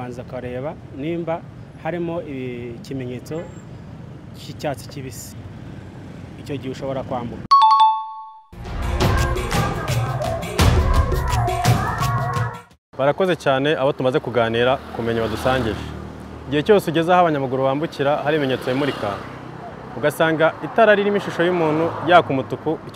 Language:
Kinyarwanda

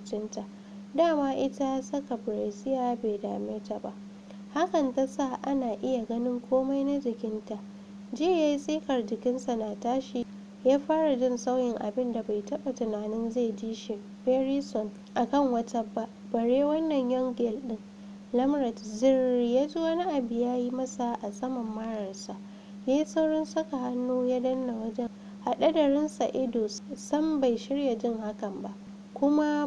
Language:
Hausa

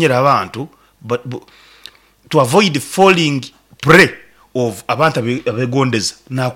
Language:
Nyankole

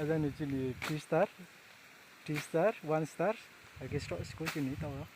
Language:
Riang (India)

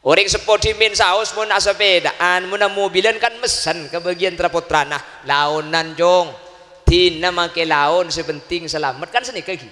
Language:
Madurese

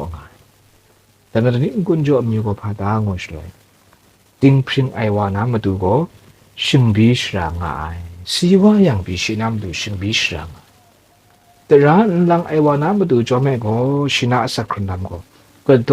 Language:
Kachin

